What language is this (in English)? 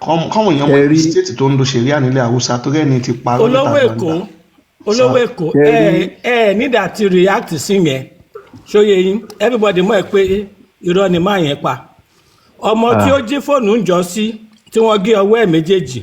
Yoruba